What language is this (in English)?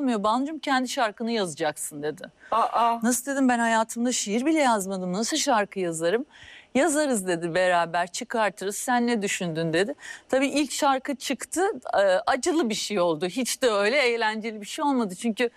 Turkish